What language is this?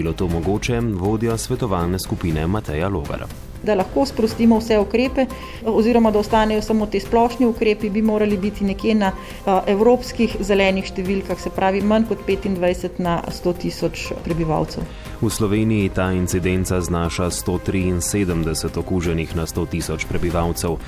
Slovenian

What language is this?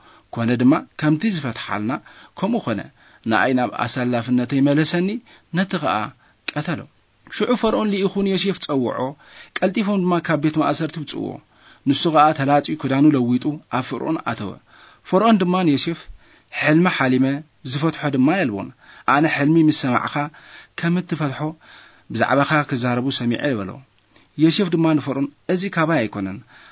Tigrinya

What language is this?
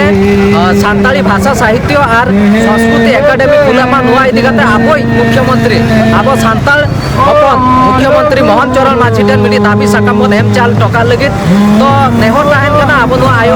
Santali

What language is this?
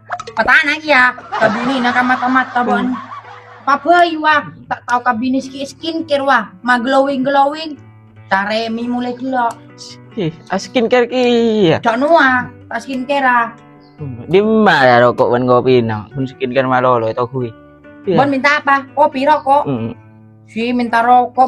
Madurese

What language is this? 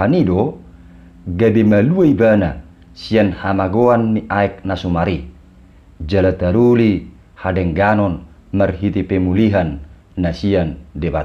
Batak Toba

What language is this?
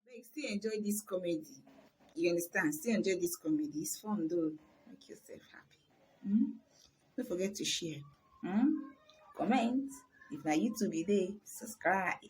Nigerian Pidgin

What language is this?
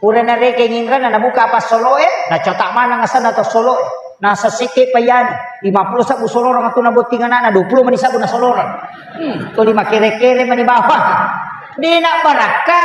Buginese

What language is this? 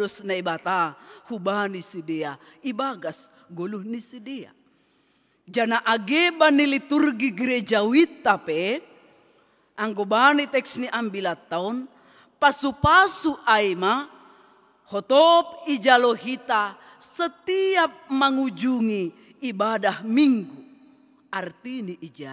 Batak Simalungun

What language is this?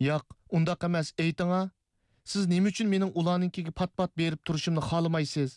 Uyghur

